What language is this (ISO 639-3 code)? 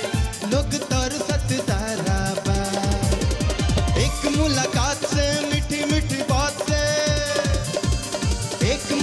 bho